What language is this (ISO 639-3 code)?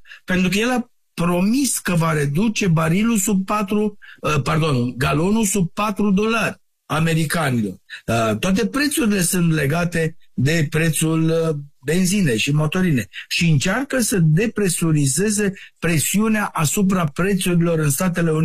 ron